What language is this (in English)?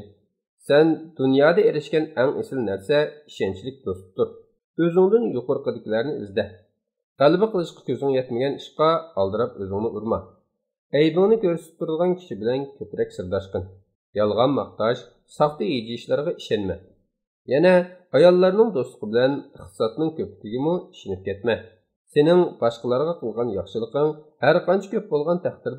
Uyghur